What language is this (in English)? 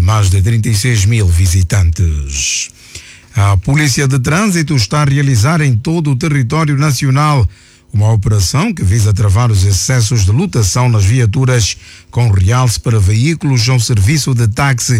Portuguese